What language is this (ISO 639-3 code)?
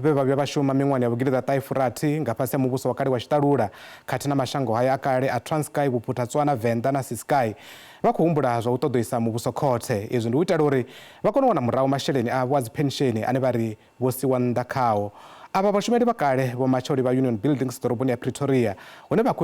ven